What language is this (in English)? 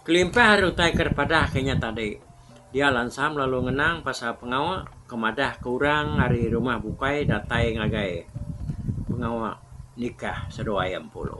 Iban